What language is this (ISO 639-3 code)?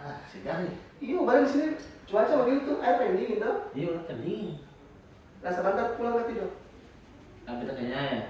abs